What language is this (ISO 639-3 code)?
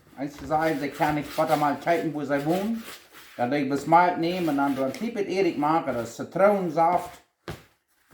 pdt